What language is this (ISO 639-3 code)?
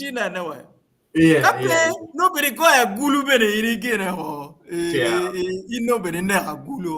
ach